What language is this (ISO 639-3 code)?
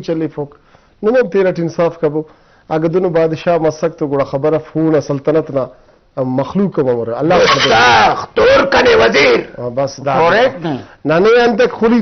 brh